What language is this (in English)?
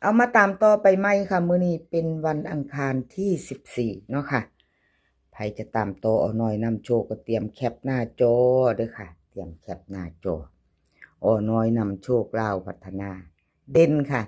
Northeastern Thai